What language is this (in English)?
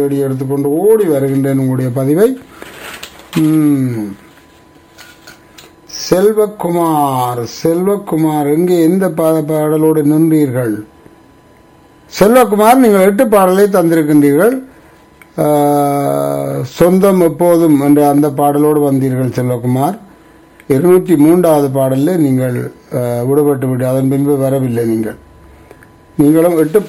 Tamil